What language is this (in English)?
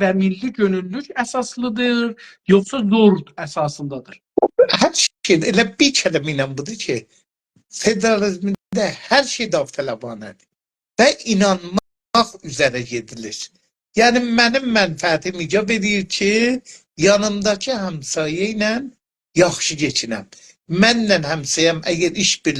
South Azerbaijani